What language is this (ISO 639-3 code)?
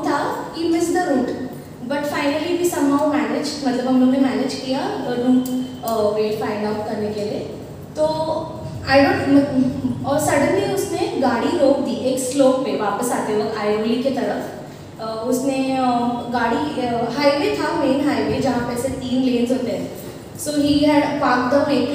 hin